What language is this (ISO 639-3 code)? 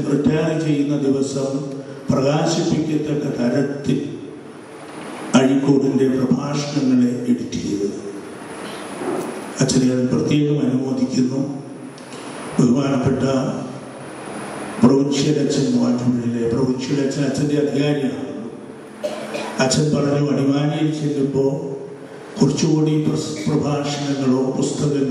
mal